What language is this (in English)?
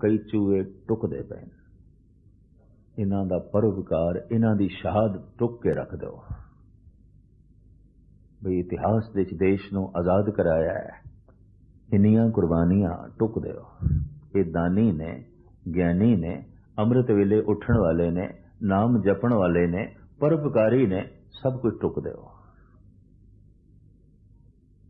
Punjabi